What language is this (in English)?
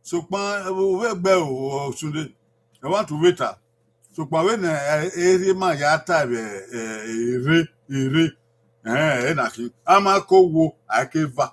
Bini